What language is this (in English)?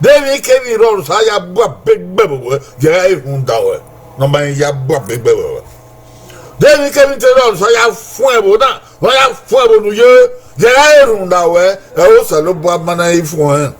Bini